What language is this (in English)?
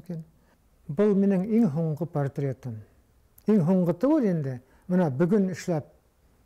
Bashkir